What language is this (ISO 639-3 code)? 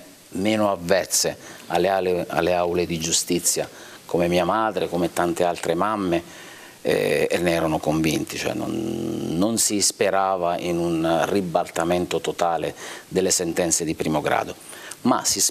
ita